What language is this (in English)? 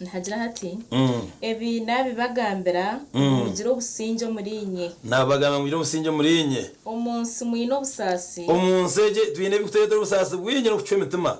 Nyankole